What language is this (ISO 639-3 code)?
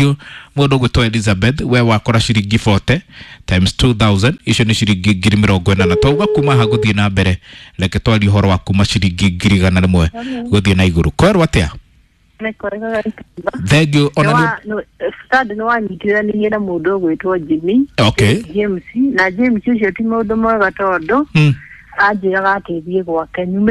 kik